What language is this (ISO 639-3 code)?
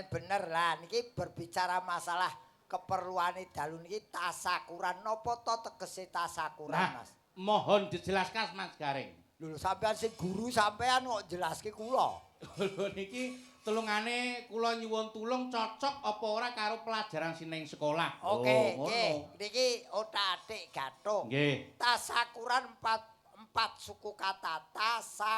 jav